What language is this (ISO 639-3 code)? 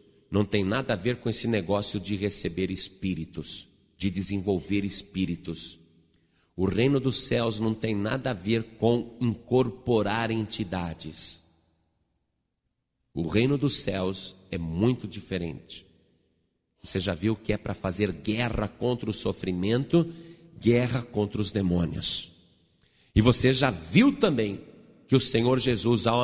por